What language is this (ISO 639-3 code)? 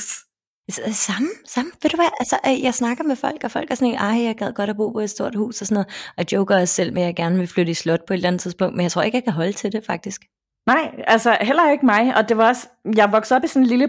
dan